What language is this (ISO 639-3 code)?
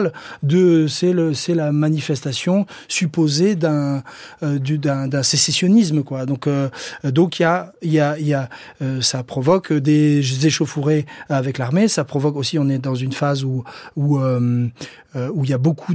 fra